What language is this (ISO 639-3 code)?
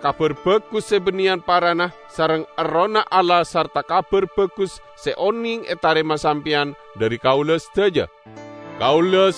mad